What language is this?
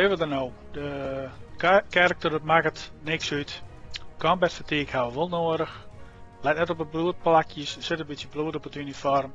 Western Frisian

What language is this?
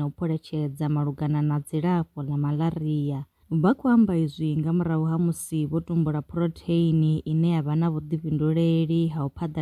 Venda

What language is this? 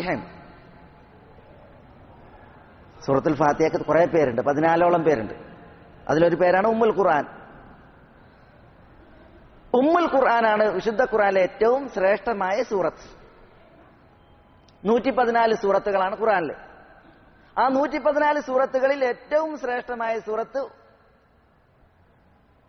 Malayalam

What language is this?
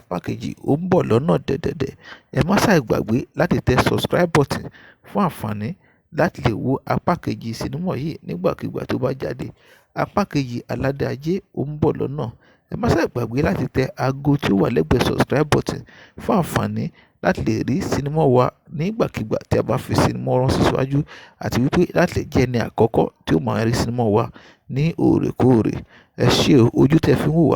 Yoruba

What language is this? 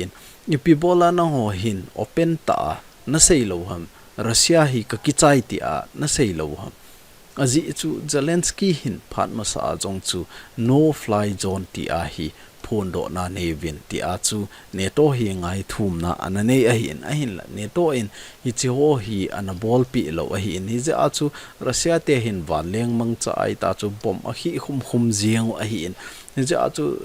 Thado Chin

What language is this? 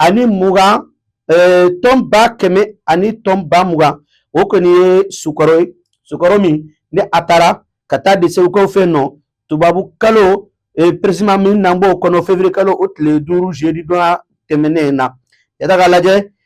Bambara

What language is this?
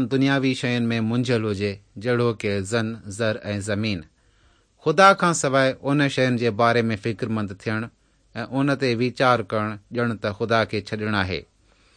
Sindhi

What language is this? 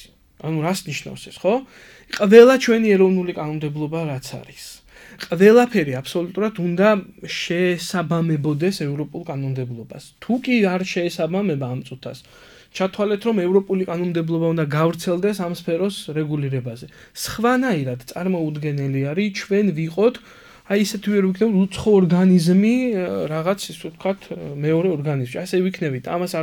Georgian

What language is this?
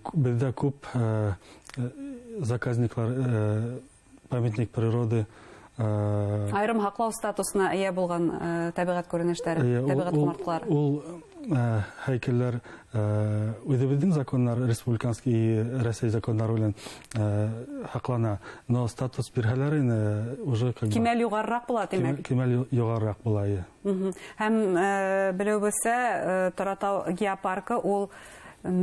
Bashkir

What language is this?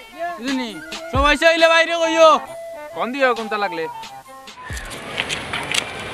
Bangla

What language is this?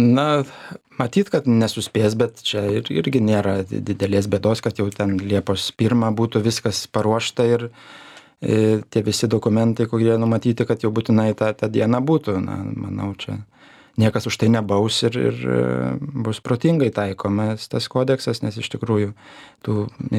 Lithuanian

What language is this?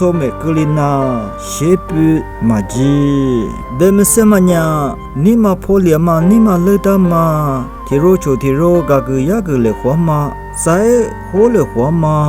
Lisu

